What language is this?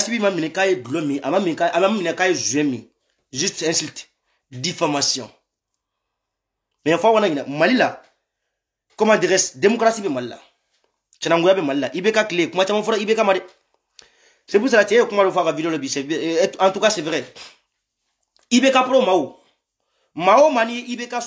Bambara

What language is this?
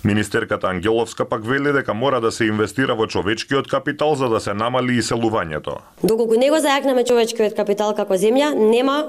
Macedonian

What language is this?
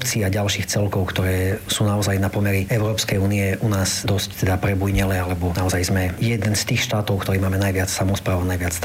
Slovak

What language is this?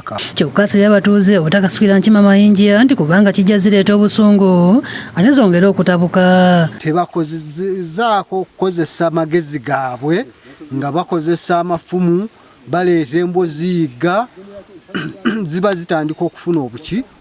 Ganda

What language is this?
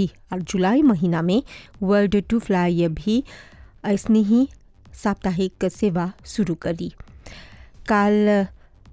Bhojpuri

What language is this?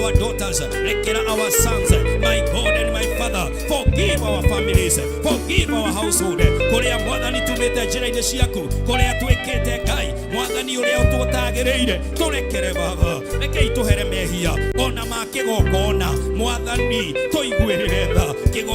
Kikuyu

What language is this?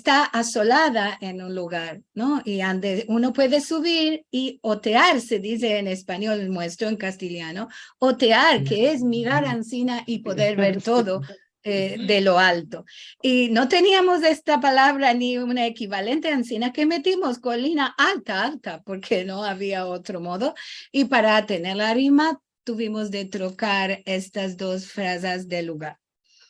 Ladino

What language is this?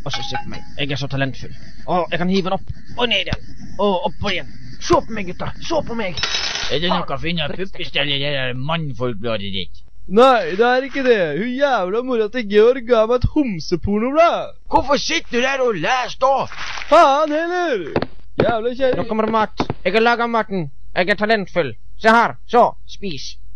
Norwegian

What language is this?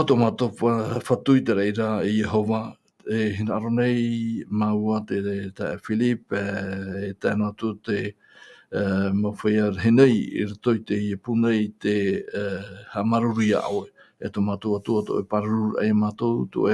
Tahitian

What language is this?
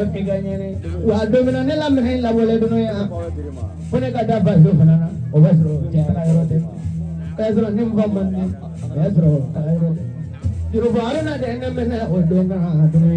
Bambara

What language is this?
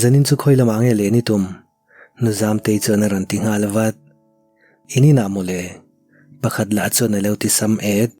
Mizo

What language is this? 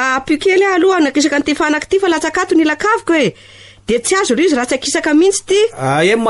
Malagasy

